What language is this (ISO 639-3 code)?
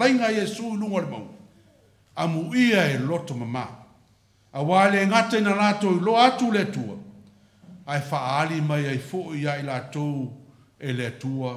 smo